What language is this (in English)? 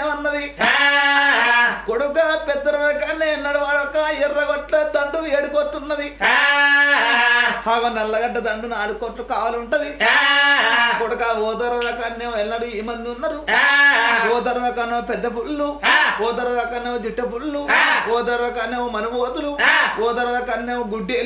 Telugu